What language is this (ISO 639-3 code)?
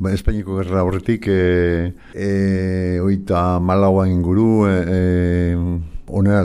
eus